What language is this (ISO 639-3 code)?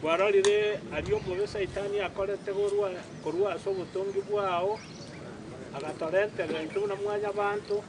guz